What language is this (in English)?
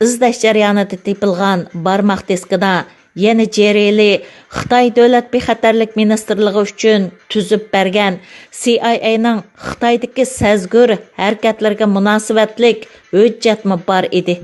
Uyghur